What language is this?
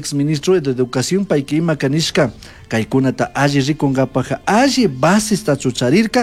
Chimborazo Highland Quichua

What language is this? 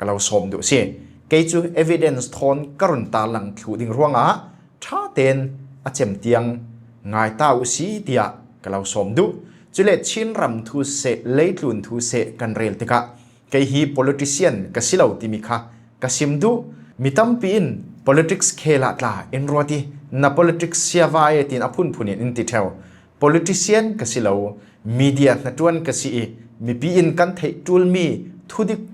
Falam Chin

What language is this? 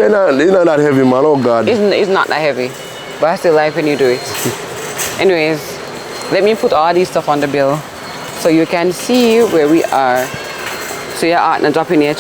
Jamaican Creole English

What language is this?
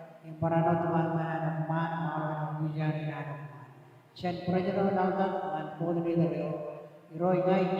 Marshallese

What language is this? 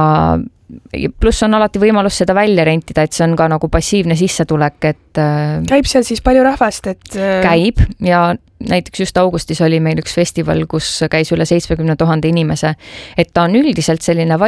Estonian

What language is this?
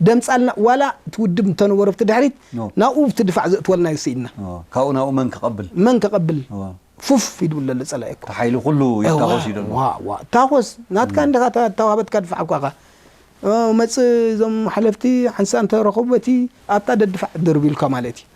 Tigrinya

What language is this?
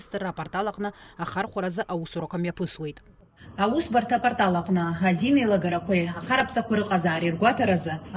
Abkhazian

